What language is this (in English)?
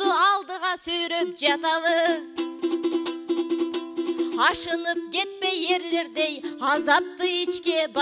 Kyrgyz